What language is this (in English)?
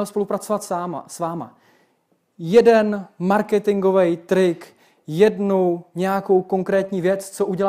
Czech